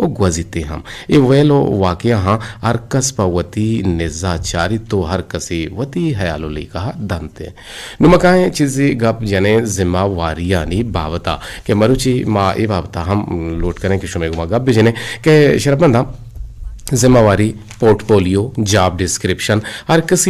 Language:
Eastern Balochi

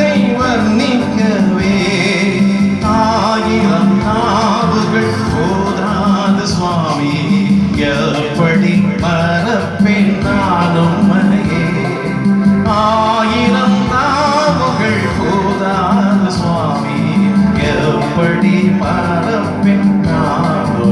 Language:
Tamil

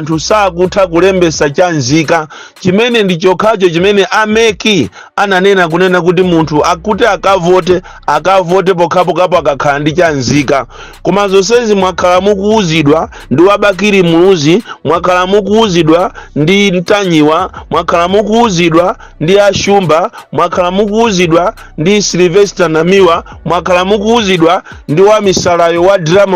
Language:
Nyanja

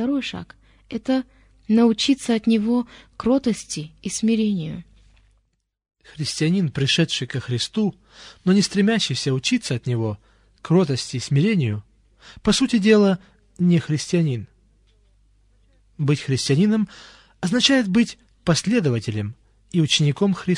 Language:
Russian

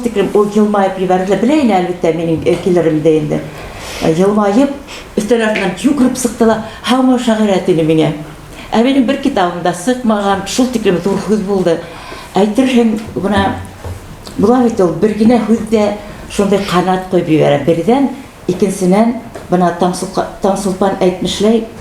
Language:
Bashkir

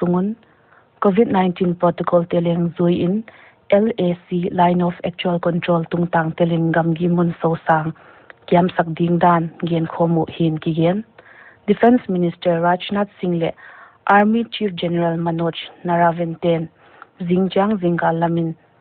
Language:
Paite Chin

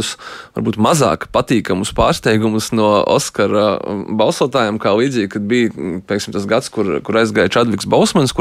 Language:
Latvian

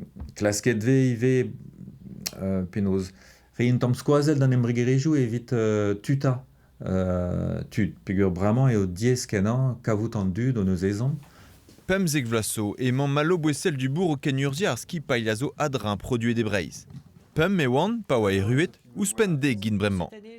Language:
Breton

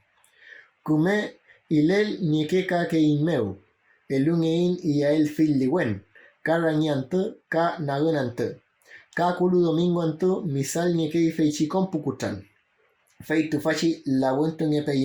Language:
Mapuche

